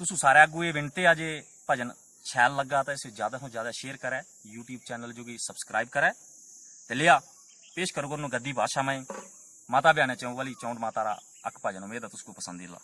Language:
Dogri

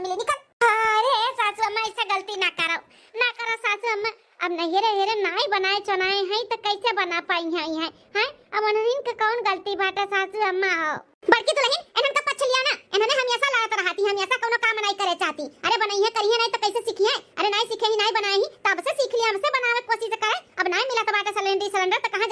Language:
Awadhi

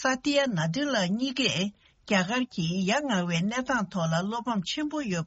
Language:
Tibetan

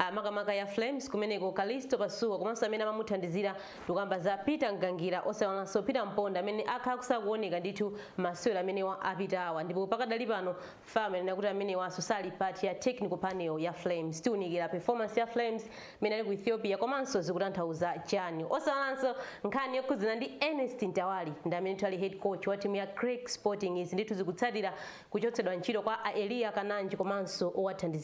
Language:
Nyanja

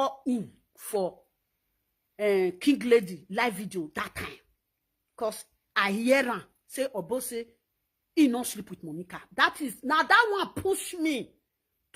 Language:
Nigerian Pidgin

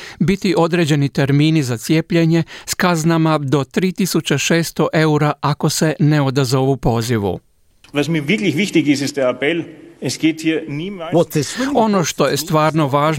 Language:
Croatian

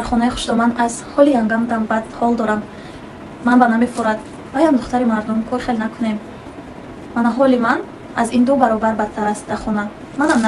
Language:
Tajik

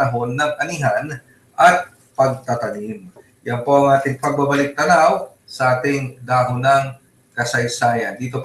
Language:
Filipino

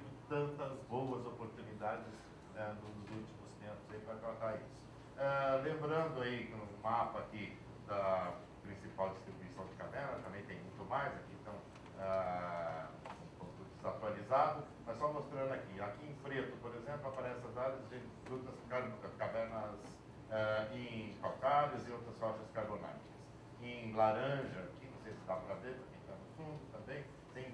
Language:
Portuguese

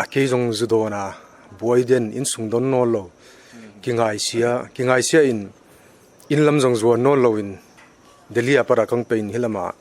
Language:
Paite Chin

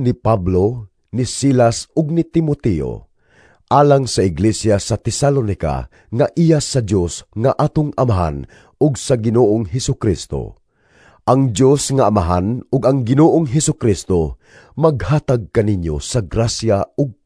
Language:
Cebuano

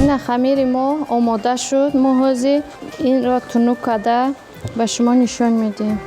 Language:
Tajik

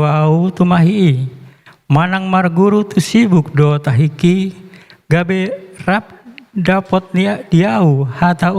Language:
Batak Toba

